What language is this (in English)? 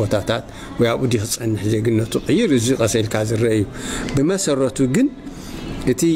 Tigrinya